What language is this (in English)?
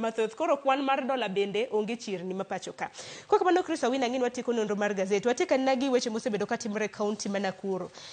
Luo (Kenya and Tanzania)